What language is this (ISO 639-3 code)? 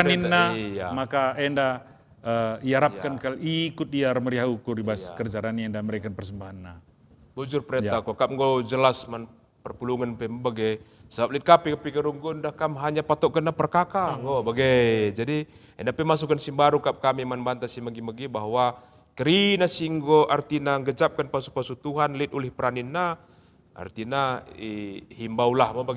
btx